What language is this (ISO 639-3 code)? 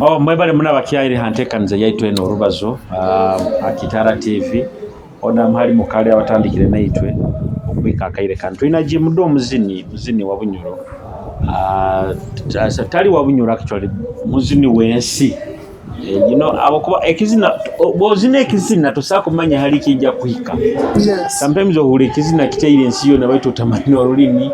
nyo